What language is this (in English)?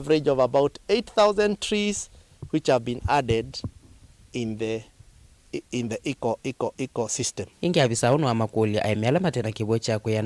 Kamba